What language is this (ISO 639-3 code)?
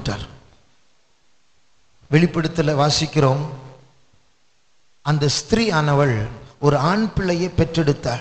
tam